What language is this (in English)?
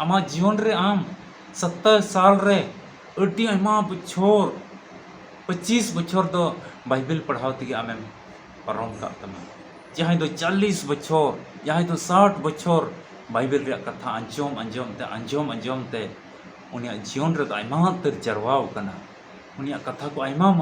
Santali